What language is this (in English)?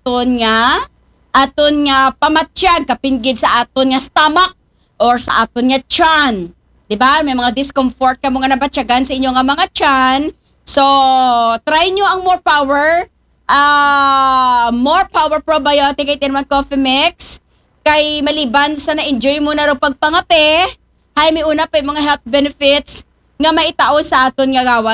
Aklanon